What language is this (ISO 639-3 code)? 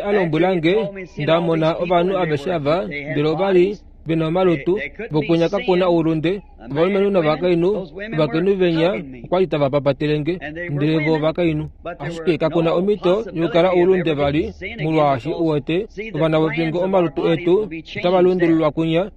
kua